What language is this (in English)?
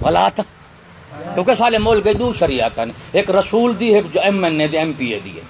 Saraiki